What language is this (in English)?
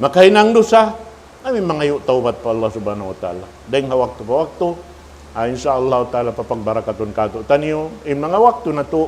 Tausug